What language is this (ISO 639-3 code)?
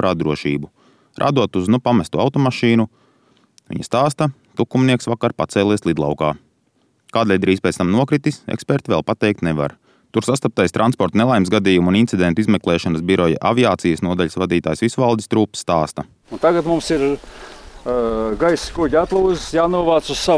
lav